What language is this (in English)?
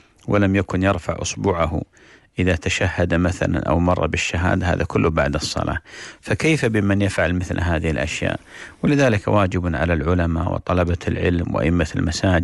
Arabic